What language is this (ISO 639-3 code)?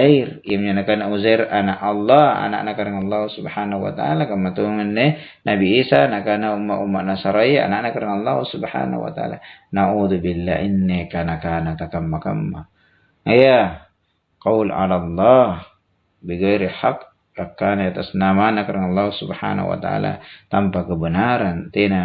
mak